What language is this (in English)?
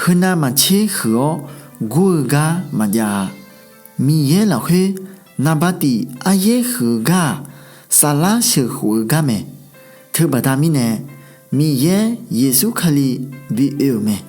Akha